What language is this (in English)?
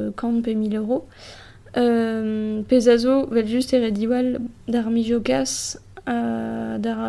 Breton